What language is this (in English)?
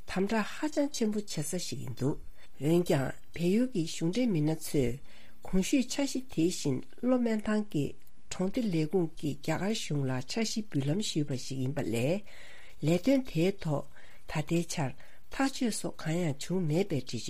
Tibetan